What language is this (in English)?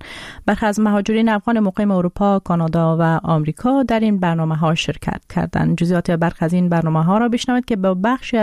Persian